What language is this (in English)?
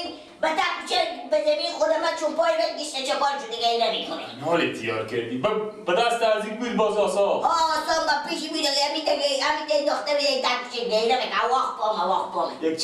Persian